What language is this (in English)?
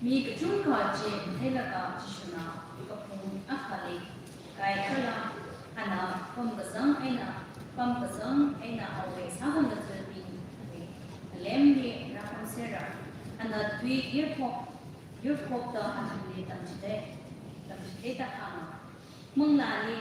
Tangkhul Naga (India)